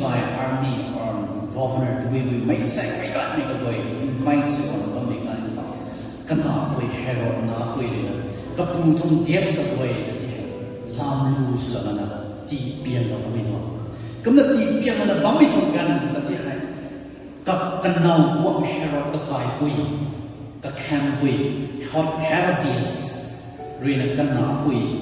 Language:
Rongmei Naga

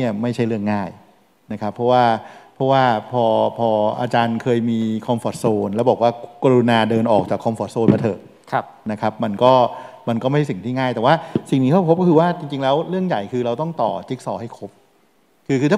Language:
Thai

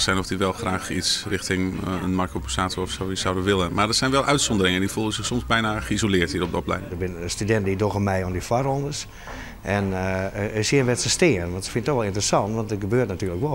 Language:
Western Frisian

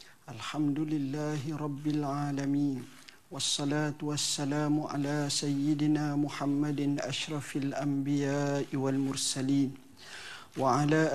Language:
Malay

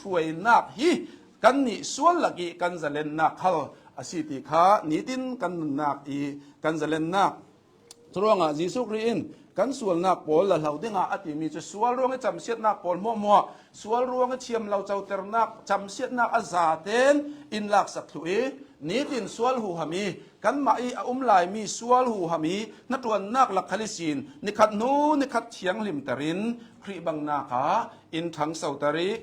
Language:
Hakha Chin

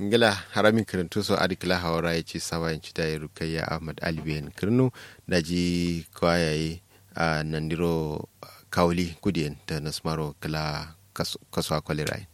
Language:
Kanuri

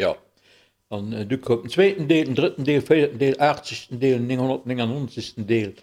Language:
Luxembourgish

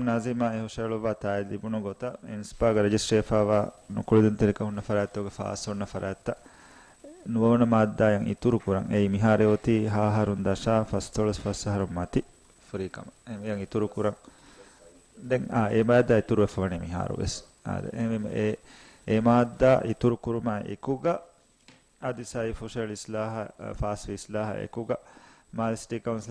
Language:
Divehi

